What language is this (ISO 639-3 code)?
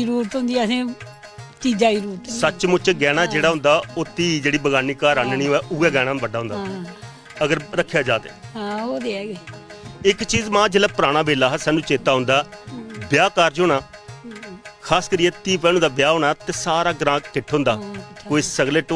doi